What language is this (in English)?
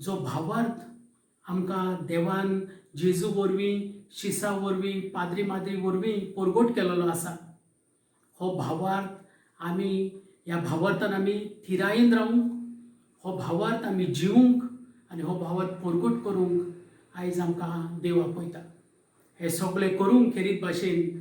Konkani